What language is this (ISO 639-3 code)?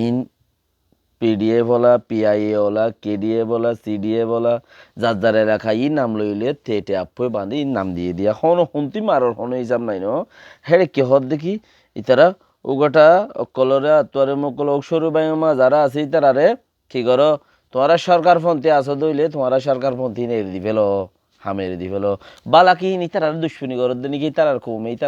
rhg